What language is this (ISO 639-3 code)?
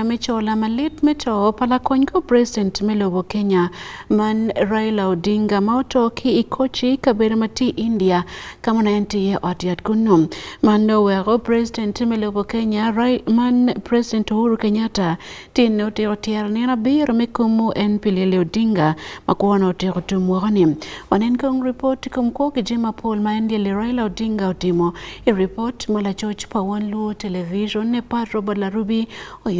ach